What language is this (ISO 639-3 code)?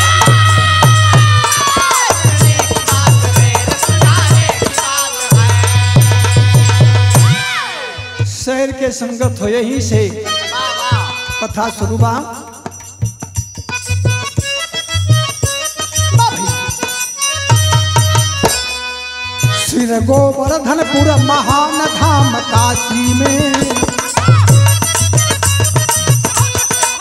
bho